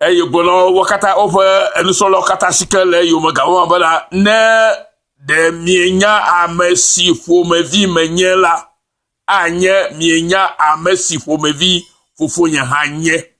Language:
Ewe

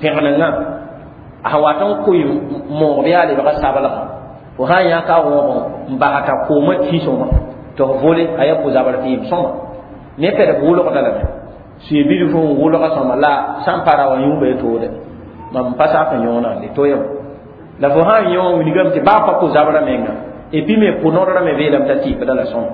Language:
Mossi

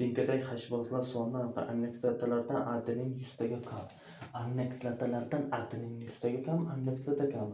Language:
Uzbek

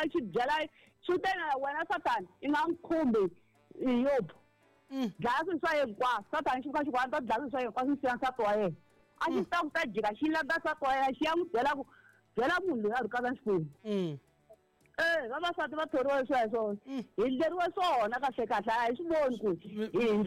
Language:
Tsonga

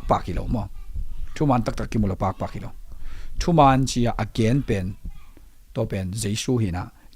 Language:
Tedim Chin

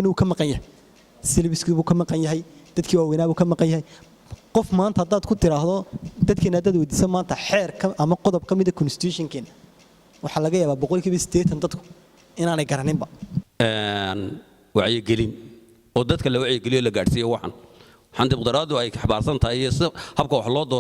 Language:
Somali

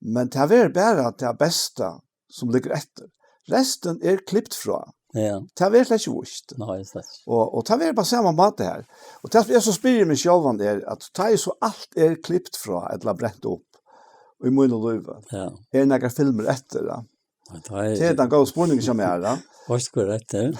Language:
Faroese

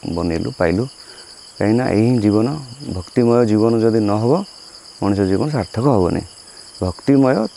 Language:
Odia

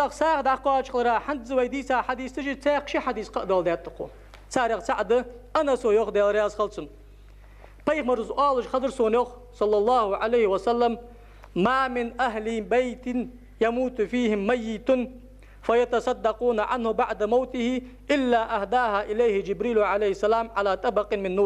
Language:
Ingush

